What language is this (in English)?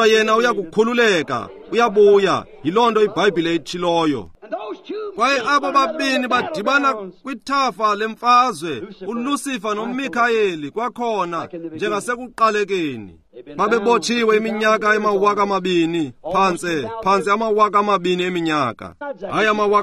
Xhosa